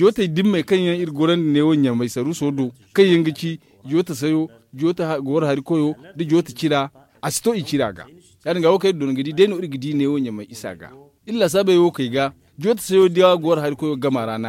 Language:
Zarma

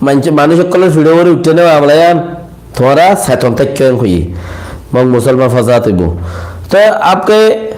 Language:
Rohingya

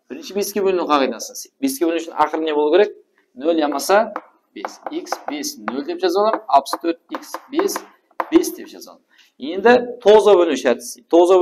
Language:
Kara-Kalpak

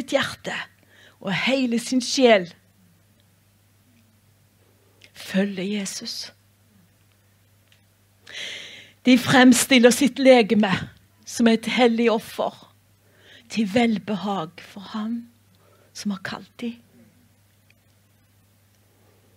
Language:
Norwegian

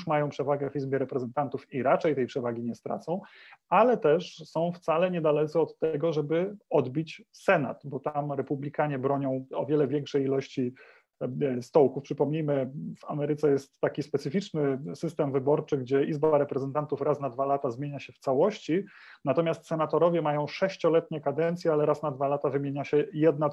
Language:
Polish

